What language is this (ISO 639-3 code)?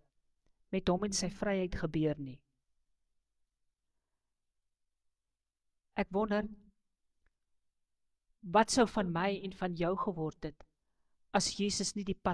afr